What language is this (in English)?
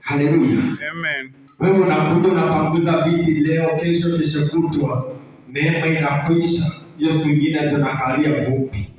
Swahili